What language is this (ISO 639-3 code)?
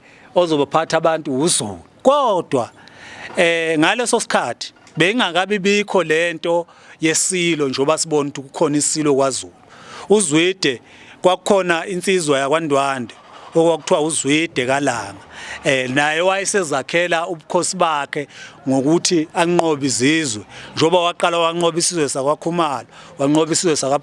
zul